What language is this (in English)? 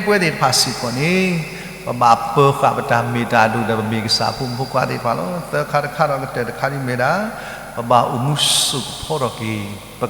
S'gaw Karen